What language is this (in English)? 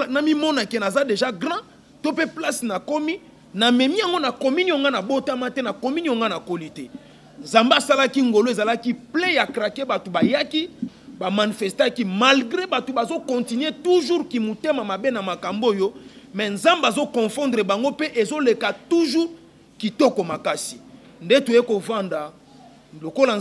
Lingala